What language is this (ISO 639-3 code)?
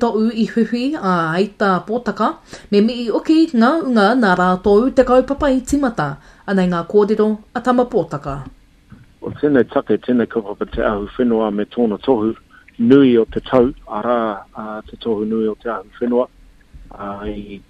mri